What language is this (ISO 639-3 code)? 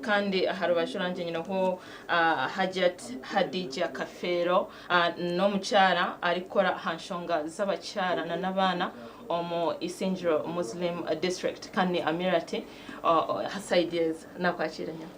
nyn